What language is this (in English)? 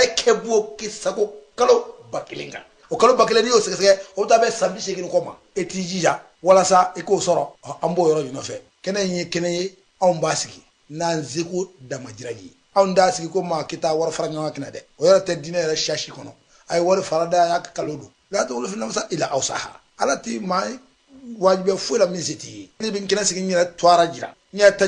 Bambara